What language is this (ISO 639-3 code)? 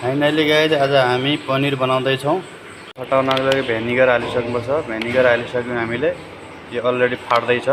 nep